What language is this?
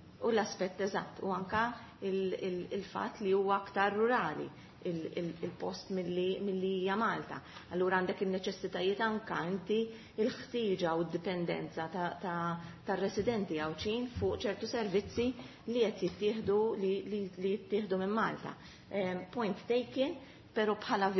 Maltese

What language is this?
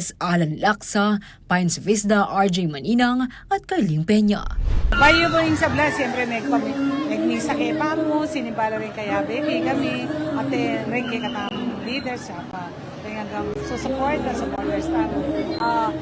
Pampanga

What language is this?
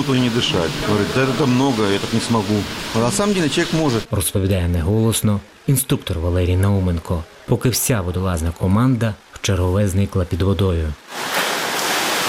Ukrainian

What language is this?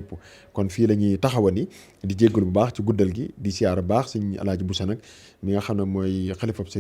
Wolof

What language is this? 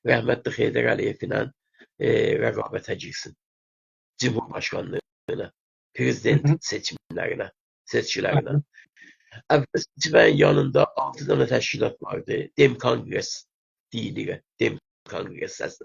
South Azerbaijani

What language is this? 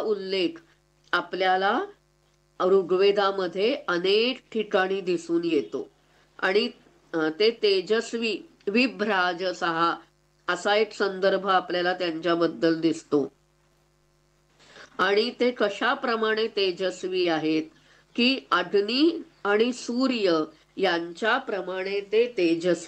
Marathi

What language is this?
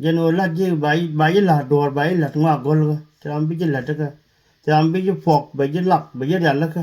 Nuer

